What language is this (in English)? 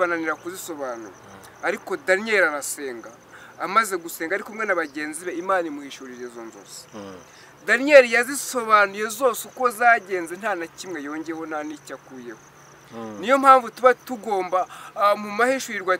Kinyarwanda